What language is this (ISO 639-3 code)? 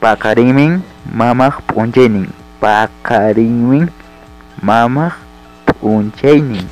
quy